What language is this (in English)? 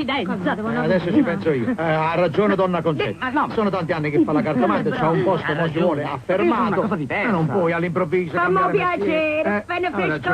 Neapolitan